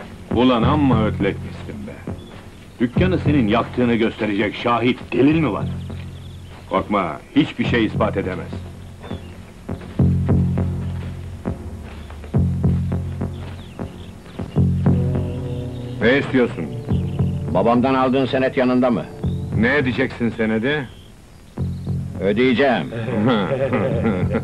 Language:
Turkish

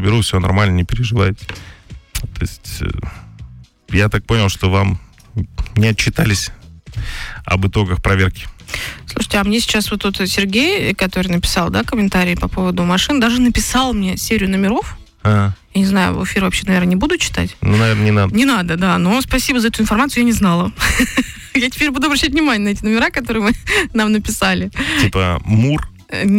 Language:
Russian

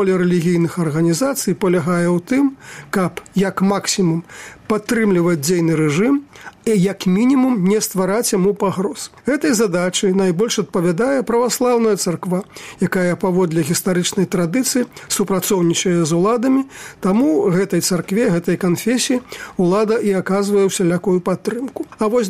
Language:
Belarusian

